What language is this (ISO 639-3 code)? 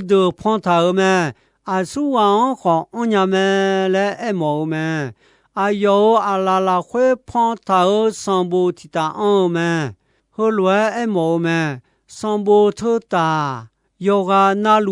ahk